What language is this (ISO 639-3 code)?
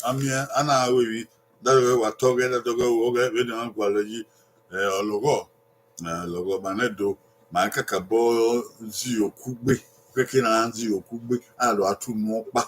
bin